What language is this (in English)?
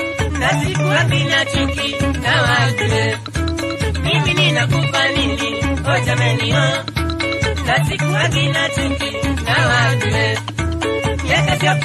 Swahili